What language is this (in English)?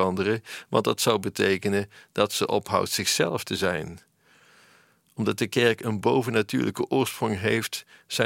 Dutch